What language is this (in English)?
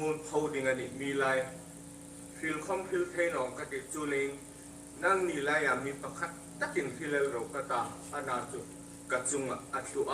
Hmar